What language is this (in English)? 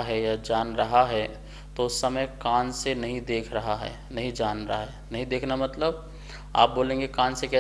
Hindi